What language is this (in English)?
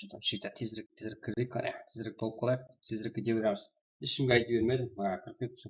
Kara-Kalpak